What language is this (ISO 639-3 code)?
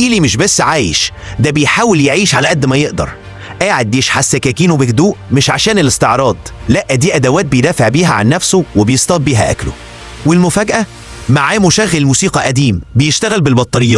arz